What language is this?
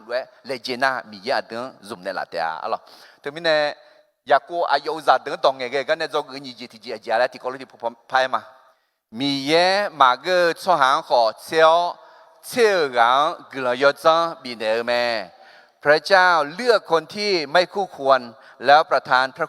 Akha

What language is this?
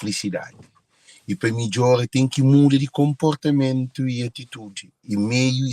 Kabuverdianu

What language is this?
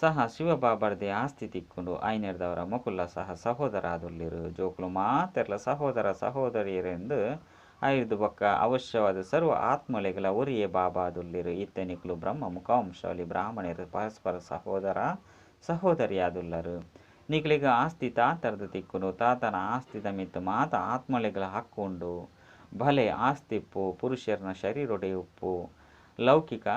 Tulu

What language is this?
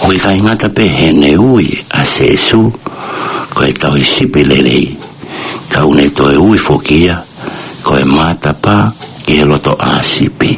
Tongan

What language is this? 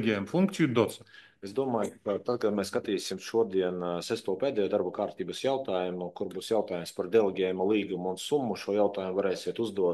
Latvian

